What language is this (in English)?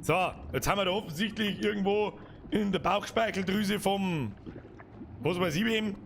Bavarian